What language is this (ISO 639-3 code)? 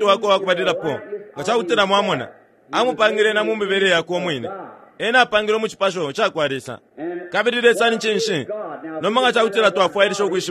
bem